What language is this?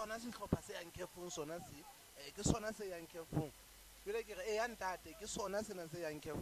Southern Sotho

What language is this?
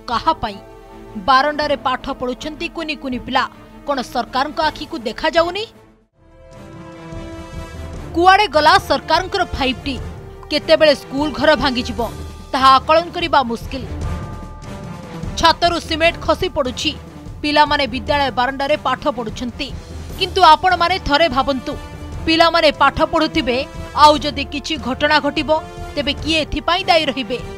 Odia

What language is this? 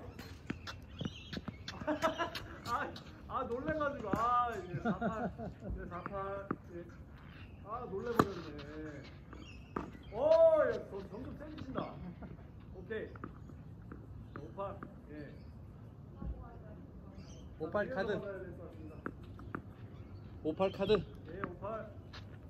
Korean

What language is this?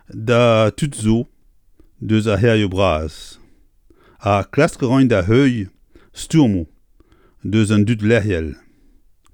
Breton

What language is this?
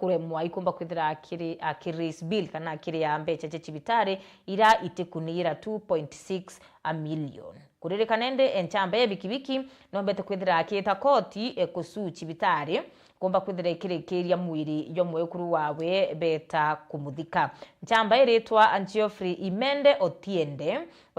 Meru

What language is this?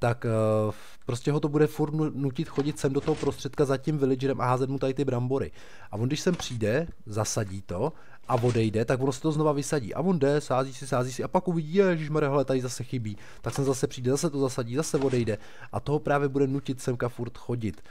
Czech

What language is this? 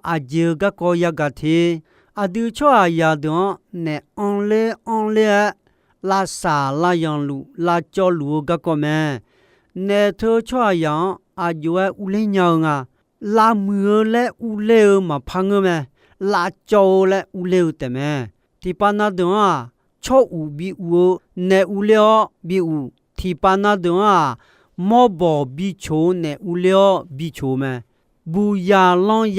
Akha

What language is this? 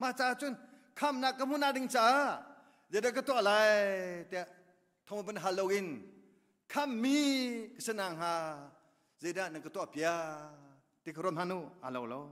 Hakha Chin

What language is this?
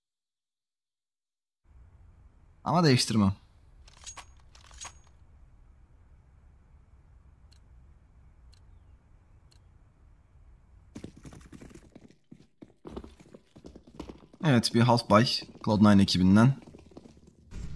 Turkish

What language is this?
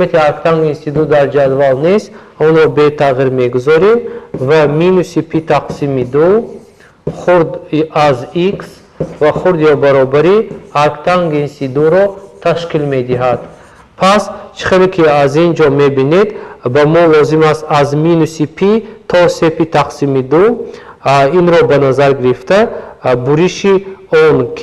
Tajik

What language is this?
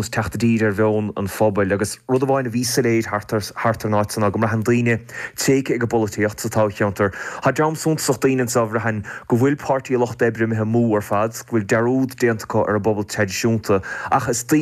Irish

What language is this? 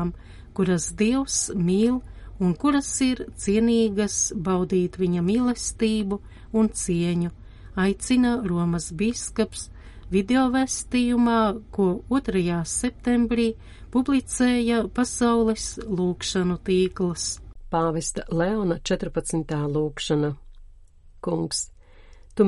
Latvian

